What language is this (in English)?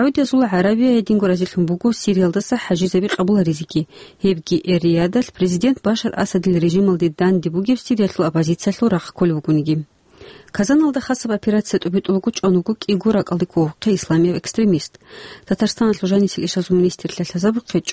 Avaric